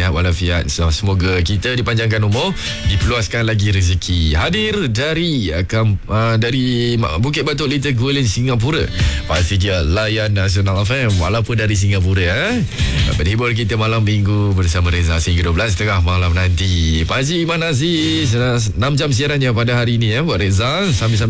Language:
Malay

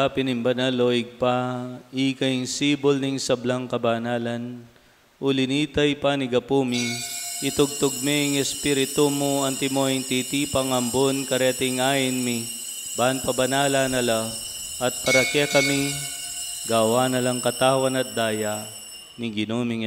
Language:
Pampanga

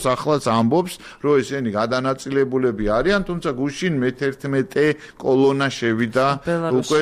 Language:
Georgian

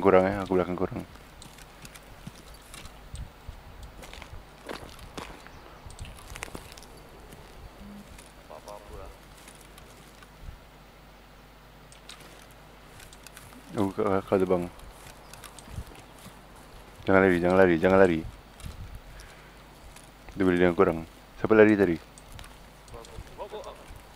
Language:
Malay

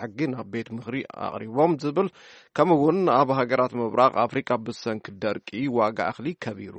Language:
Tigrinya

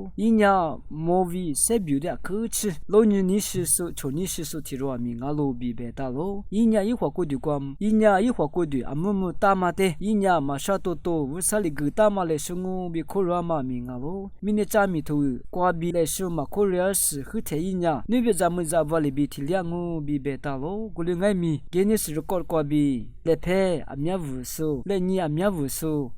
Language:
Lisu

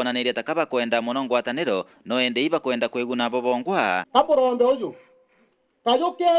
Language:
Meru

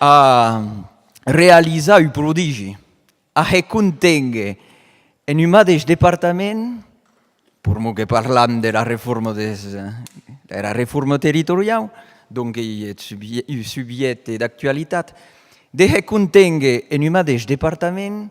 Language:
Occitan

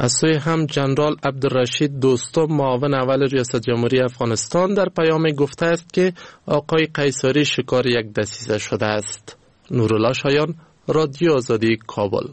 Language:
Persian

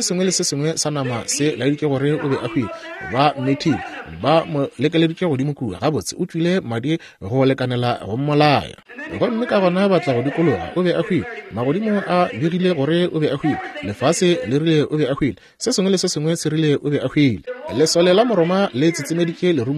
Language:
Northern Sotho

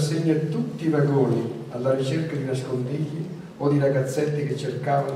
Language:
Italian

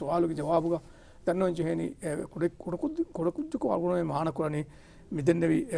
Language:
Divehi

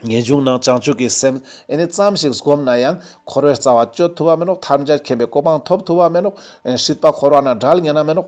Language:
Ladakhi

